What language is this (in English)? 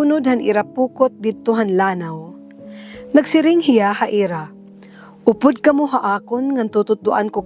Waray